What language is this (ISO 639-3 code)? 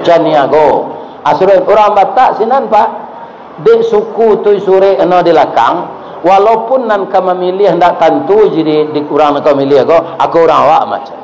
min